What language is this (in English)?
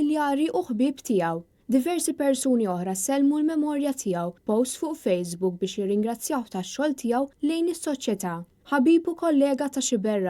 Maltese